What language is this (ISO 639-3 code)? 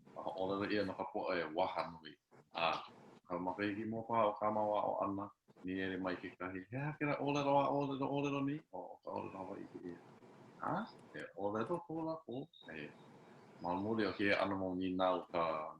haw